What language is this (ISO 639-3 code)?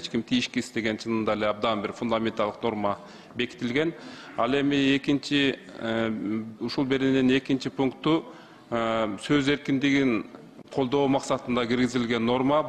kir